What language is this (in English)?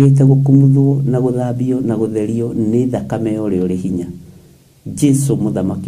Kikuyu